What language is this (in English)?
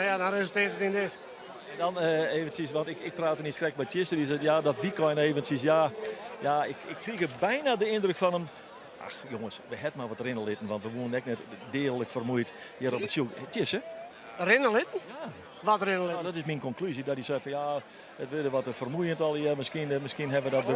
Western Frisian